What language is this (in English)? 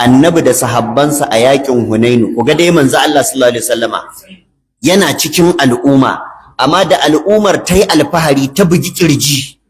Hausa